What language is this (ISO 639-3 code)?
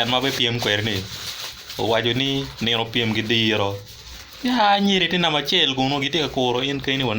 ach